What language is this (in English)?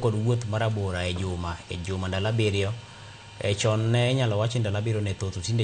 Luo (Kenya and Tanzania)